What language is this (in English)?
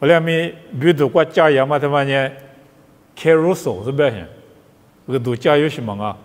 Lisu